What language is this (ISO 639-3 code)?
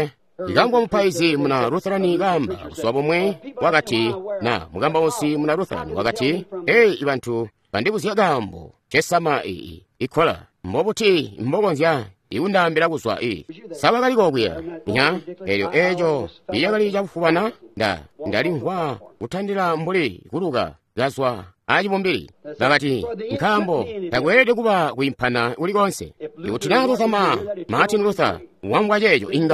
toi